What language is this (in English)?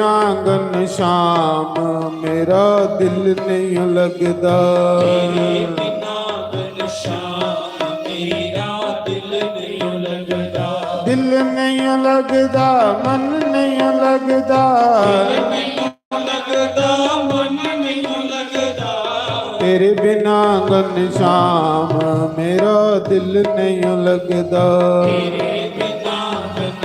Dogri